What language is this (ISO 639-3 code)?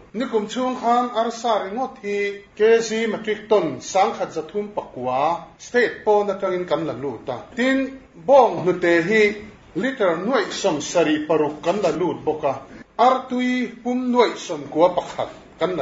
lus